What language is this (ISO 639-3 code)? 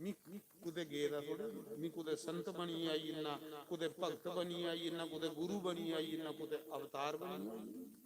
doi